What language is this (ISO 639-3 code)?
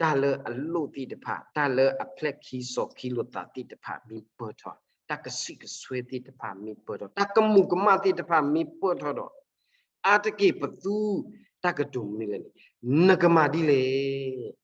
ksw